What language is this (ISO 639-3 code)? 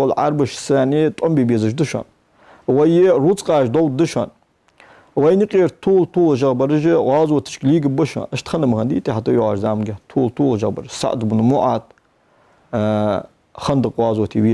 inh